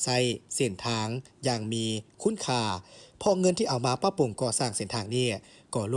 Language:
Lao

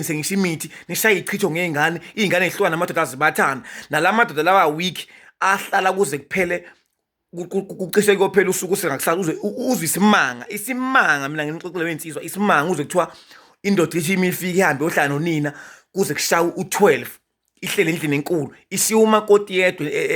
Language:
Zulu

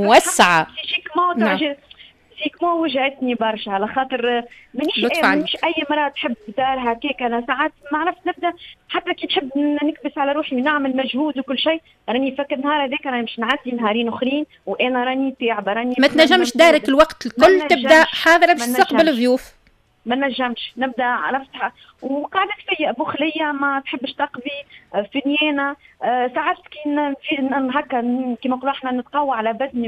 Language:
Tunisian Arabic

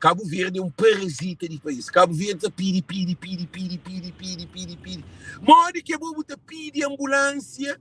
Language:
Kabuverdianu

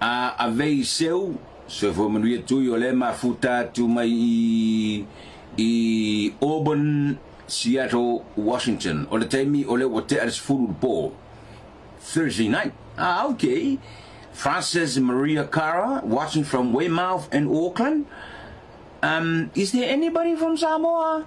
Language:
Samoan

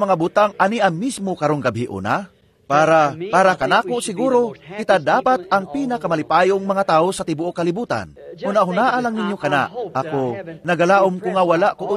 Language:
Cebuano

